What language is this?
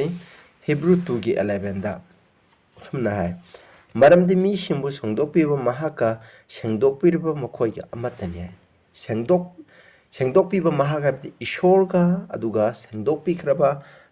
Manipuri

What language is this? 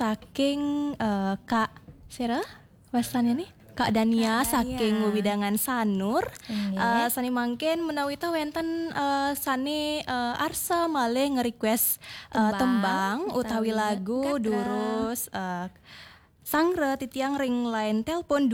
Balinese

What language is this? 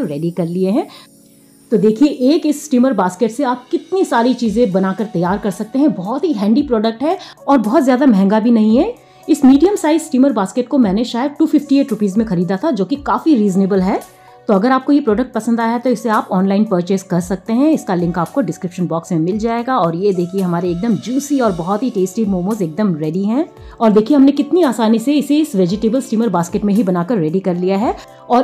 Hindi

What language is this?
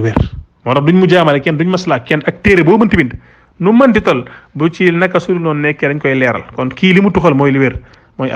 Wolof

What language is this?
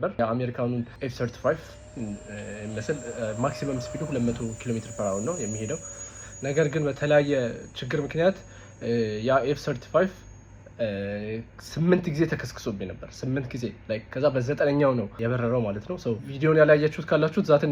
Amharic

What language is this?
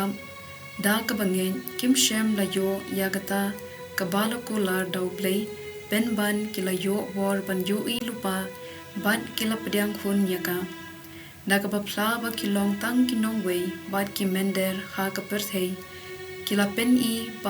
Khasi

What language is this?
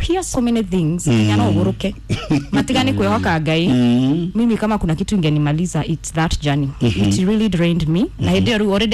Kikuyu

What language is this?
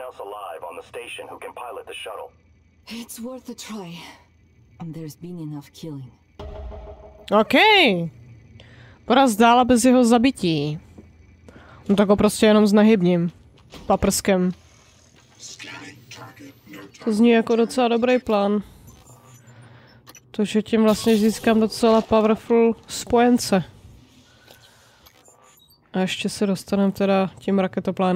Czech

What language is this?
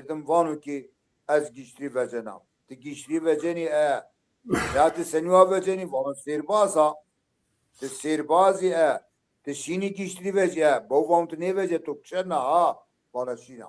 Zaza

